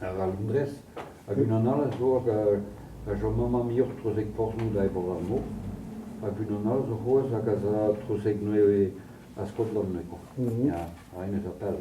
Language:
Breton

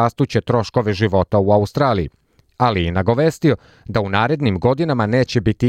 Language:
Serbian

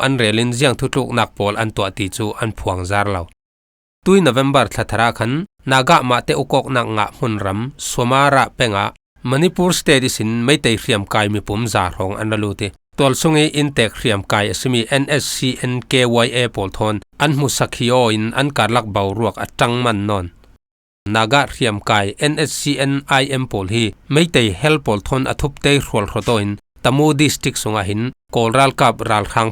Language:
Falam Chin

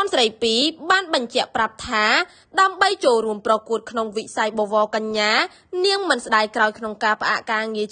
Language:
Khmer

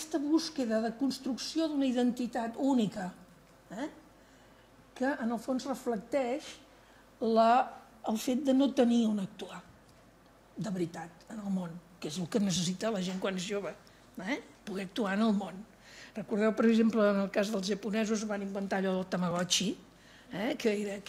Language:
Catalan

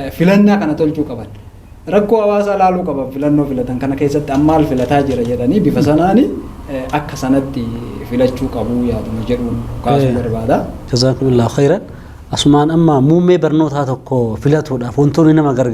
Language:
Oromo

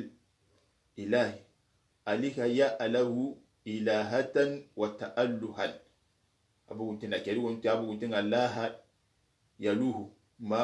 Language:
Soninke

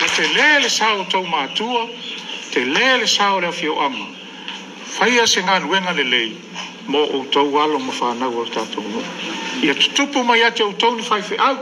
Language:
Samoan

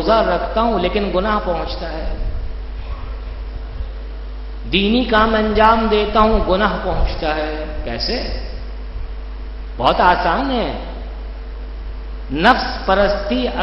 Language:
Urdu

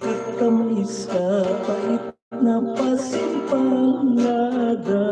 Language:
Hiligaynon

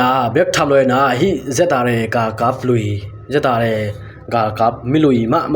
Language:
Tedim Chin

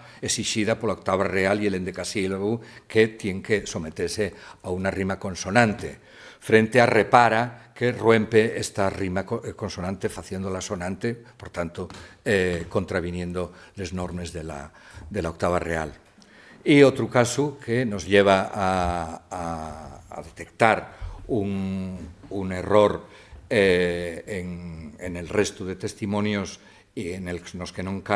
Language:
Asturian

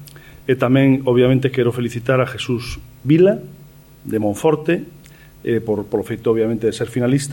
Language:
Galician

